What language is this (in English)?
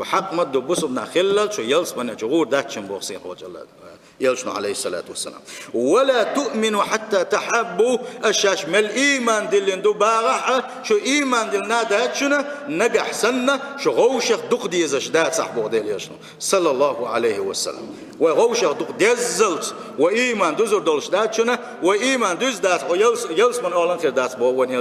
Chechen